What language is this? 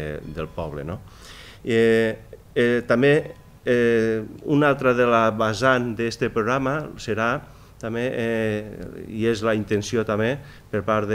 Catalan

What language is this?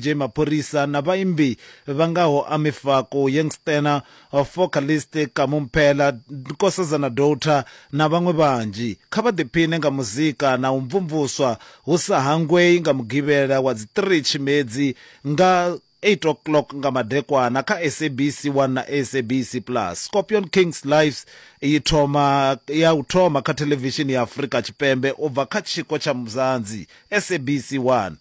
Venda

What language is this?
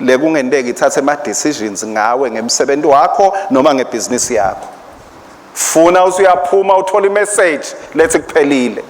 Swati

